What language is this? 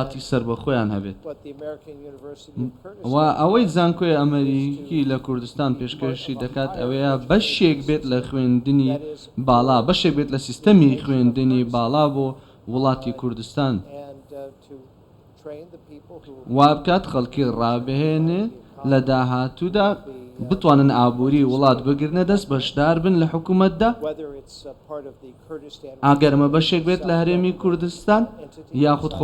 Central Kurdish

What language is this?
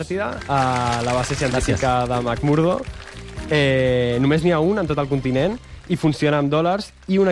Catalan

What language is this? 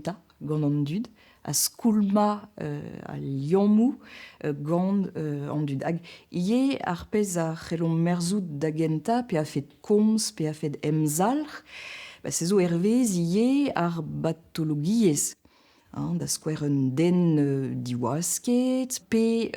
Breton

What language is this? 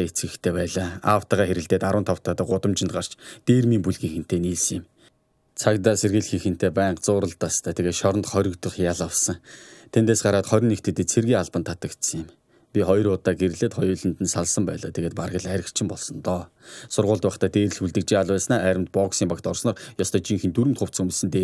Mongolian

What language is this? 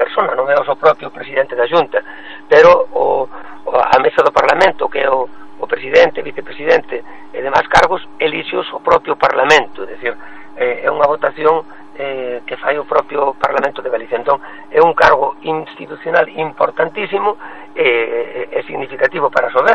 Galician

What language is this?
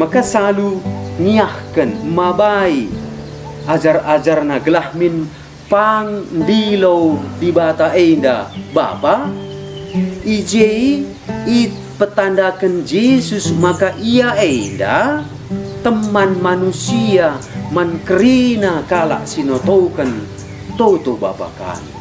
Batak Karo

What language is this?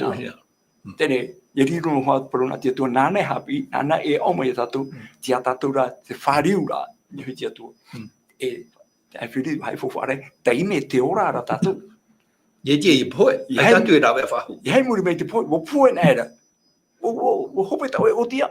Tahitian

